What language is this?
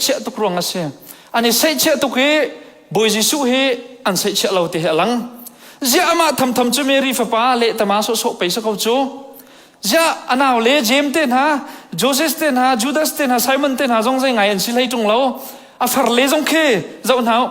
Hakha Chin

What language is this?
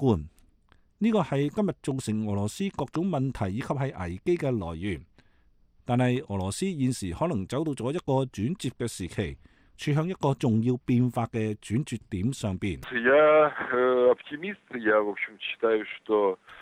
Cantonese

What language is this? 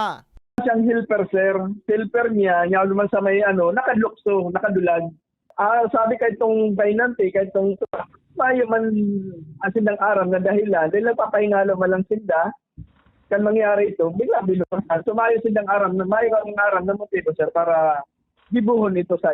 Bikol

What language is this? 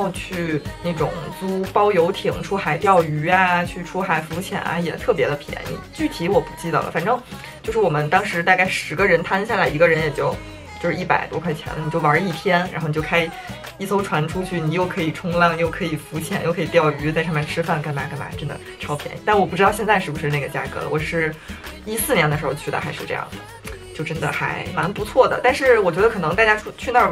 Chinese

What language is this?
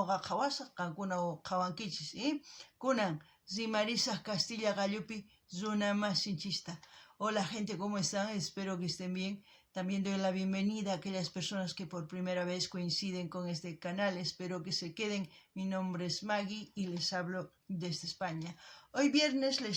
South Bolivian Quechua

